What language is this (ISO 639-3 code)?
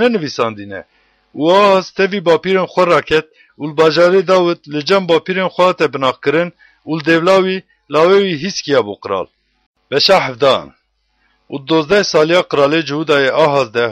kur